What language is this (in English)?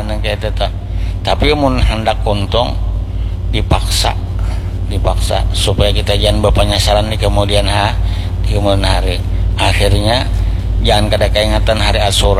Banjar